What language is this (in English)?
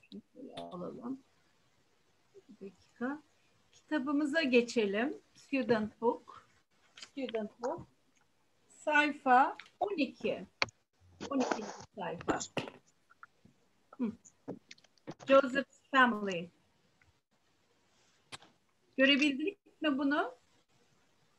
Turkish